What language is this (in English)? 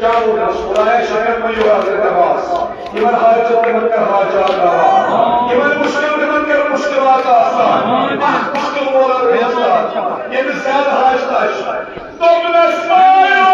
Kashmiri